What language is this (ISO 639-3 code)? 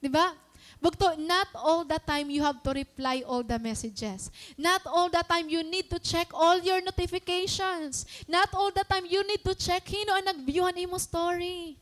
war